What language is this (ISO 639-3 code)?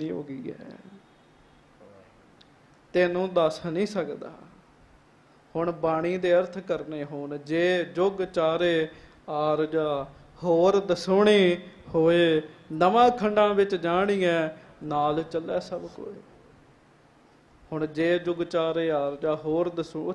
pan